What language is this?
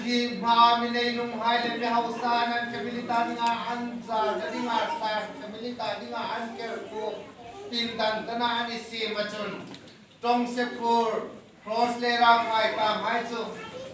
Hmar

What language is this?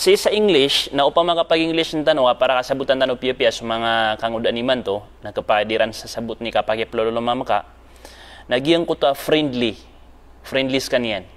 Maranao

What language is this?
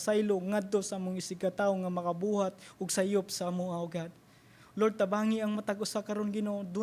Cebuano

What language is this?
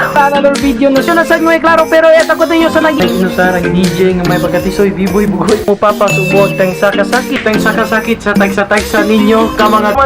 Cebuano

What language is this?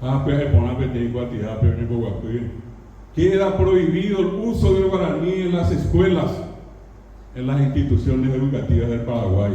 Guarani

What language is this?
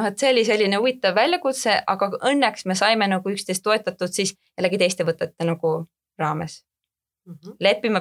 Estonian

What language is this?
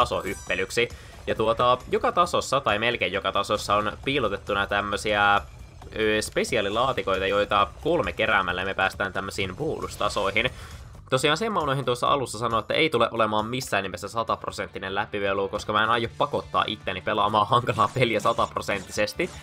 Finnish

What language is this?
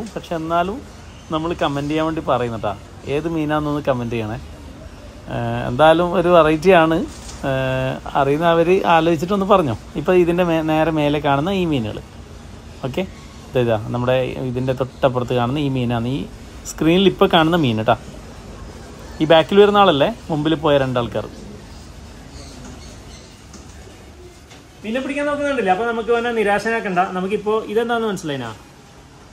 Malayalam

